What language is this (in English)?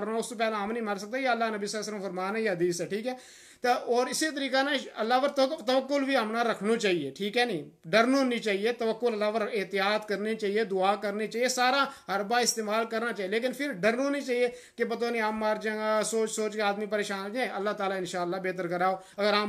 Gujari